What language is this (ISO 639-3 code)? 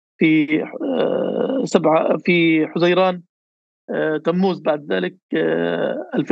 apc